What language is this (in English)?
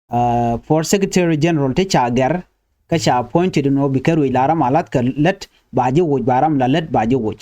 Nuer